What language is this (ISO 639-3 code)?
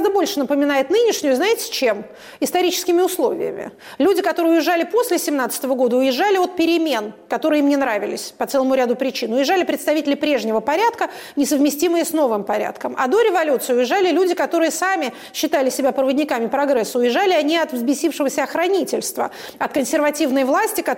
rus